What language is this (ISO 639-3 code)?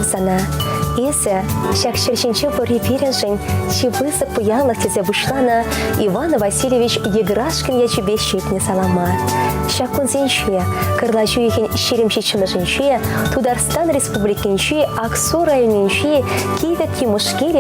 chv